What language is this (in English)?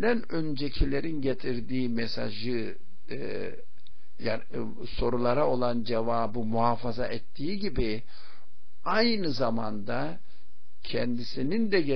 Turkish